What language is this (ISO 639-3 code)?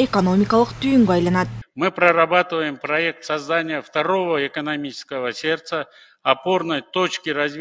kir